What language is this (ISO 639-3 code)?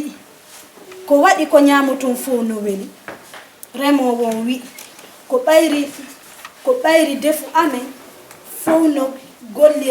ful